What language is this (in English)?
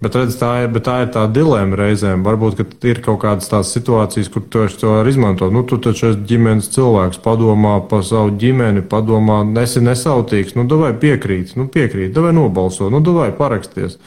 Latvian